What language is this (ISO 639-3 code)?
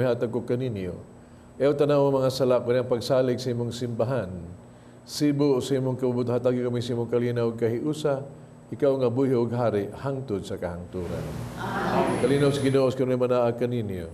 ceb